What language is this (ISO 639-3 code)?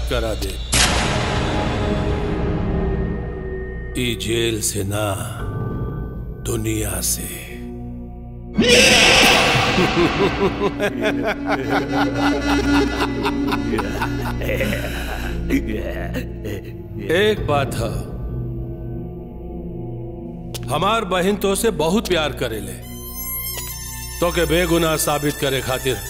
bho